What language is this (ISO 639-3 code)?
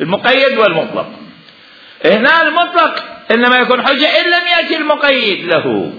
acm